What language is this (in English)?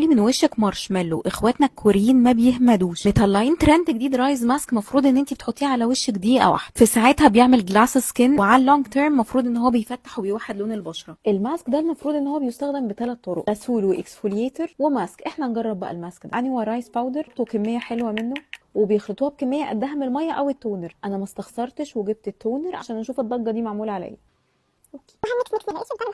Egyptian Arabic